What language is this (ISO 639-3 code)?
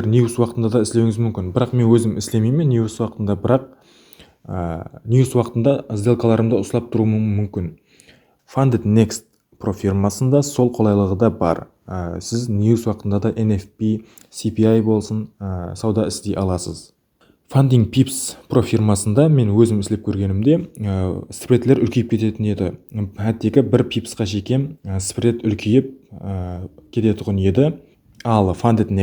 kaa